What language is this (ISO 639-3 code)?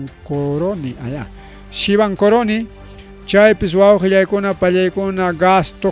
quy